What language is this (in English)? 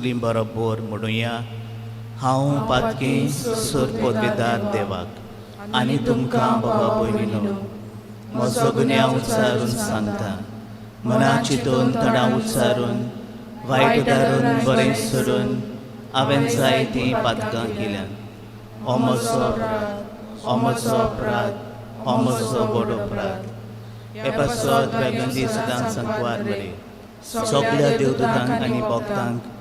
Konkani